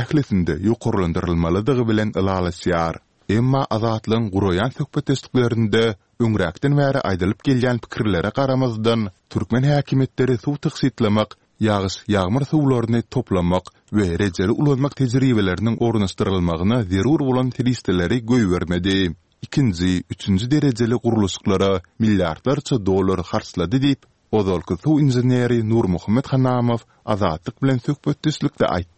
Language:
Turkmen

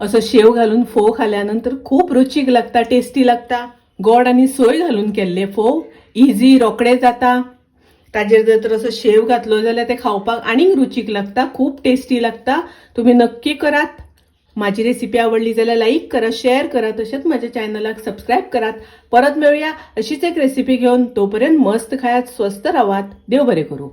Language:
Konkani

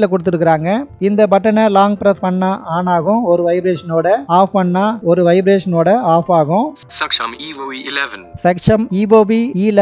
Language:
Tamil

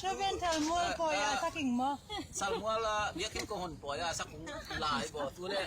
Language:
Tedim Chin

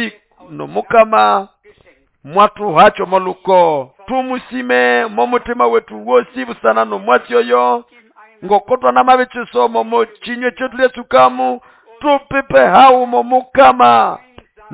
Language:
Nande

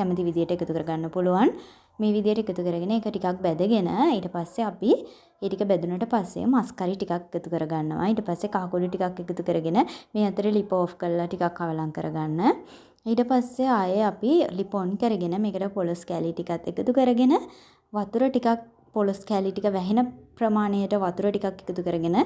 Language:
Sinhala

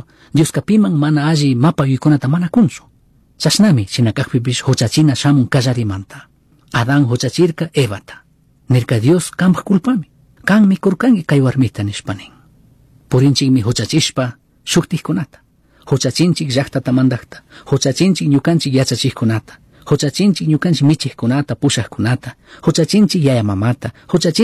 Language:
Chimborazo Highland Quichua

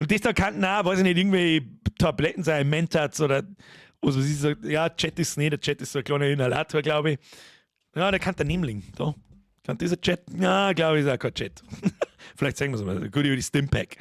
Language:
Bavarian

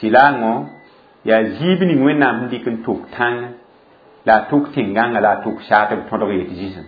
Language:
Mossi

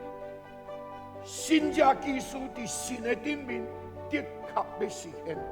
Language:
Min Nan Chinese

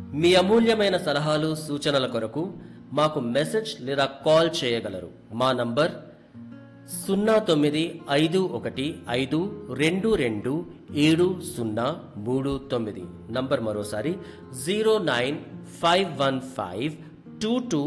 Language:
Telugu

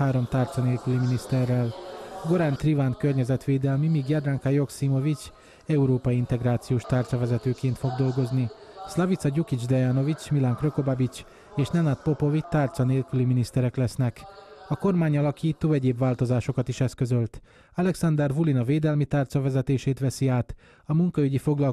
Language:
Hungarian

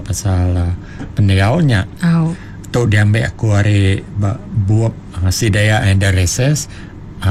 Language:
Iban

